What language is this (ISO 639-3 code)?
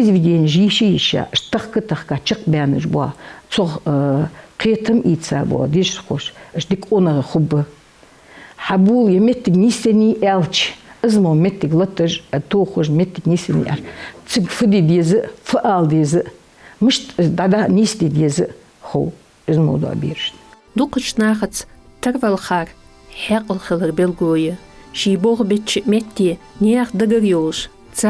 inh